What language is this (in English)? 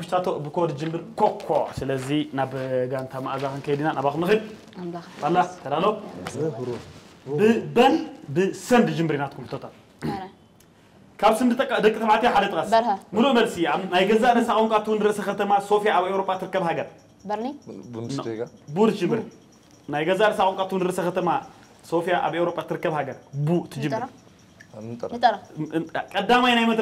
Tigrinya